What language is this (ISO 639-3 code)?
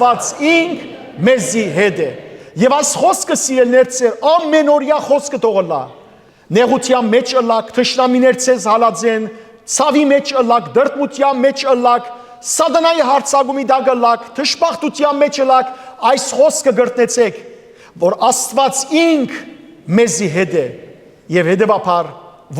hyw